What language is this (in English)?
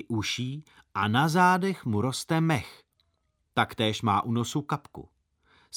Czech